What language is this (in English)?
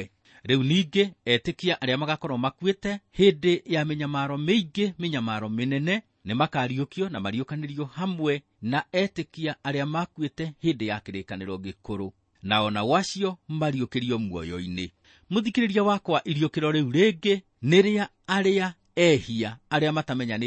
Kikuyu